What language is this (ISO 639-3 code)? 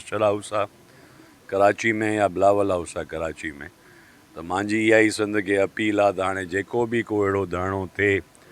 snd